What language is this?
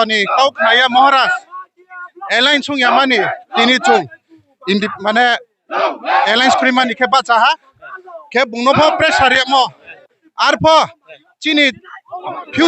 Riang (India)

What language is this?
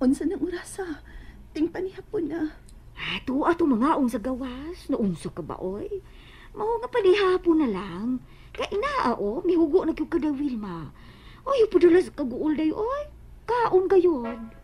Cebuano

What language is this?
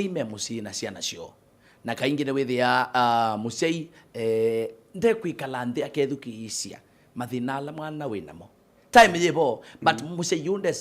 Kamba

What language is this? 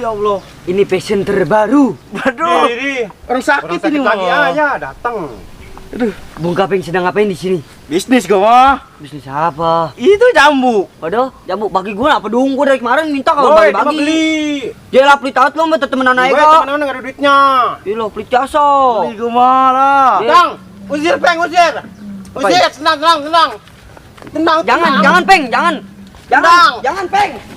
Betawi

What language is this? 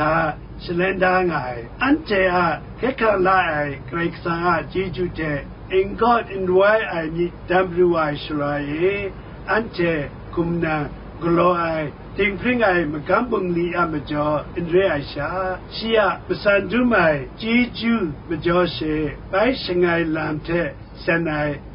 Kachin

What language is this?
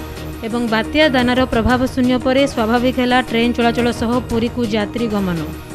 Odia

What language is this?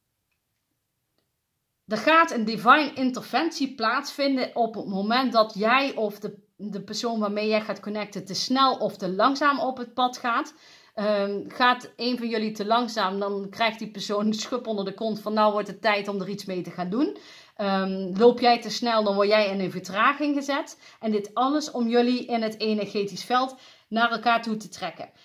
Dutch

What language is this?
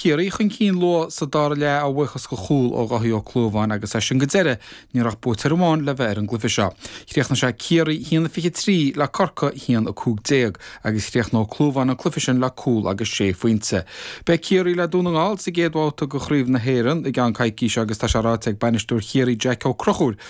Irish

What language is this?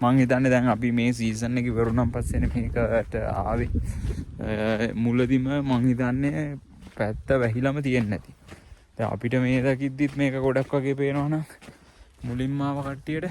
Sinhala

